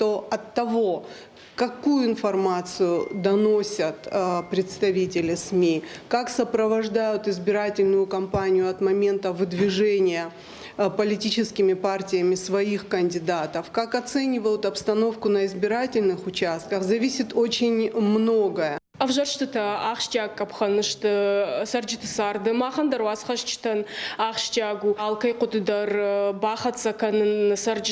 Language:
Ossetic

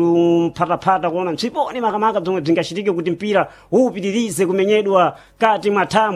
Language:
Sena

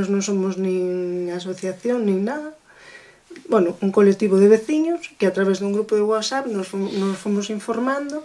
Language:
Galician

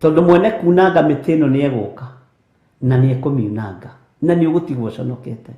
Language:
Kikuyu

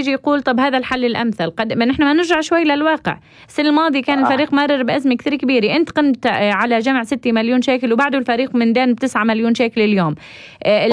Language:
North Levantine Arabic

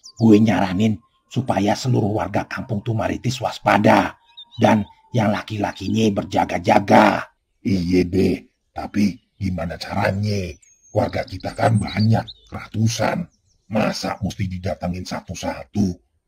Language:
Betawi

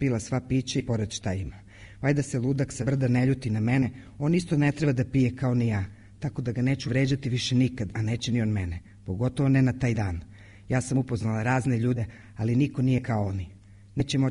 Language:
Serbian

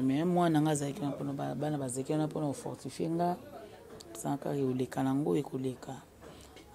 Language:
Lingala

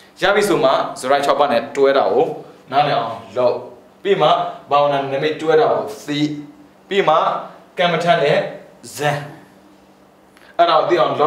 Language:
Burmese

